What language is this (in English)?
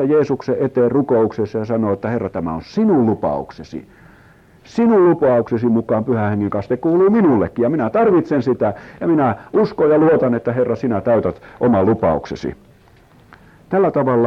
Finnish